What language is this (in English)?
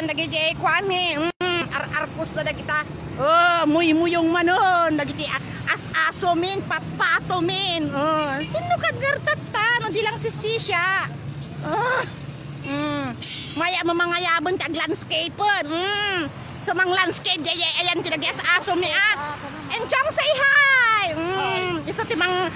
Iloko